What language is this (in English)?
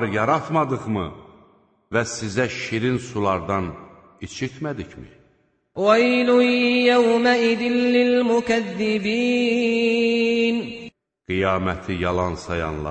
Azerbaijani